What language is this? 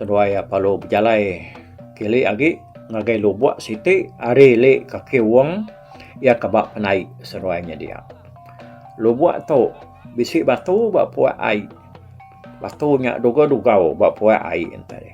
Iban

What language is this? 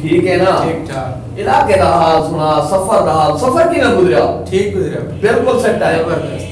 Saraiki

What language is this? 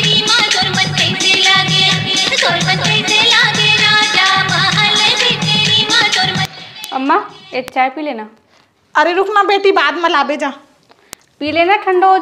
Chhattisgarhi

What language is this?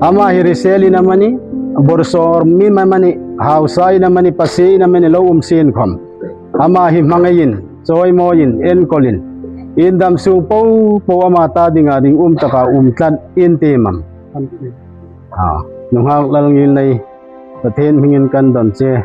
Hmar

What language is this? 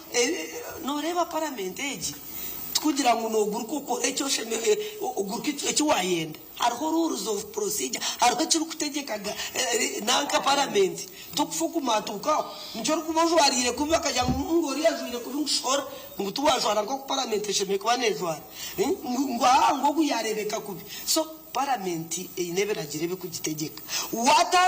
Nyankole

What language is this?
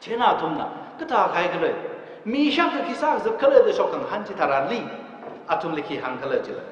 Tangkhul Naga (India)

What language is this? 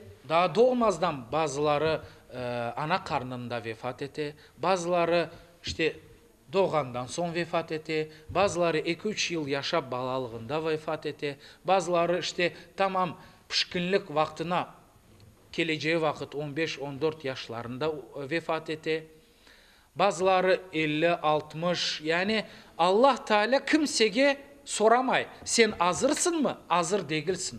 Crimean Tatar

